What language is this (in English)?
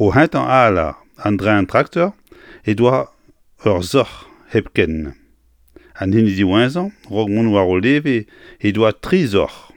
Breton